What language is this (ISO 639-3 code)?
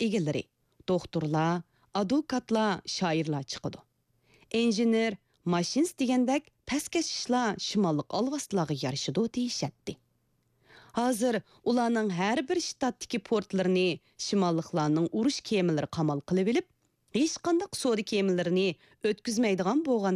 uig